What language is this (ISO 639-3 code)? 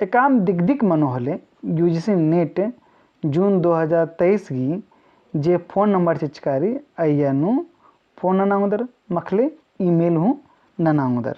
kru